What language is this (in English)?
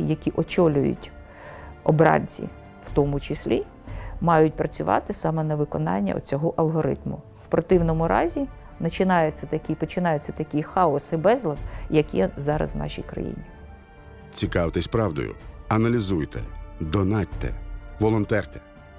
Ukrainian